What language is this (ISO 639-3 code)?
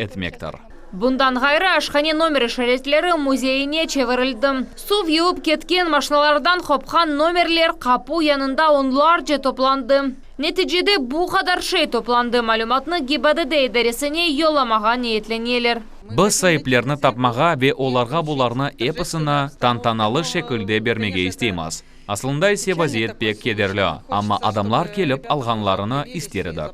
crh